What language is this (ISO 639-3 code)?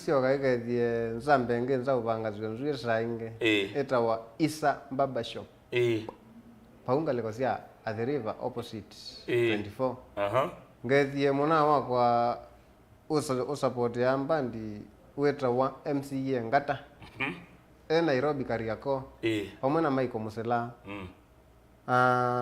kam